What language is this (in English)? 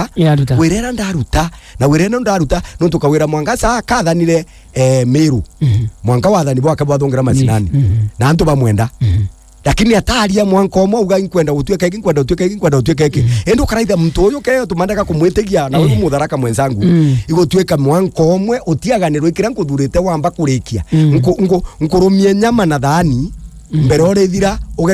Meru